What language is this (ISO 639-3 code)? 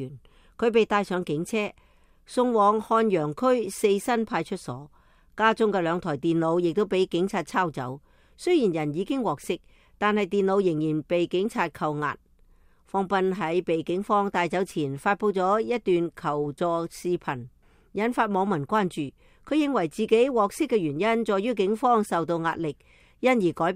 yue